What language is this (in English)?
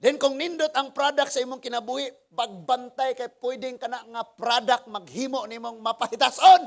Cebuano